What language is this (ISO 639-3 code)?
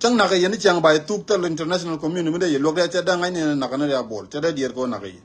nus